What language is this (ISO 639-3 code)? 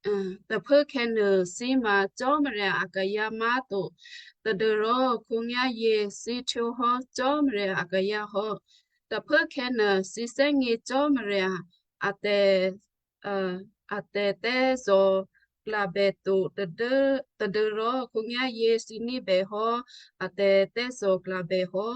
kyu